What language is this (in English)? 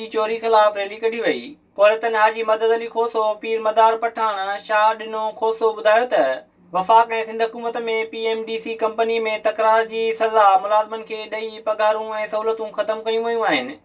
Sindhi